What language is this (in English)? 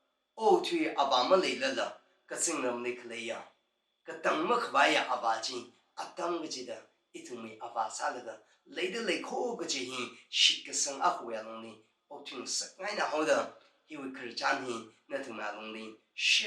Tangkhul Naga (India)